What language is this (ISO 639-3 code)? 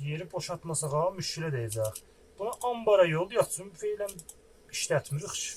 azb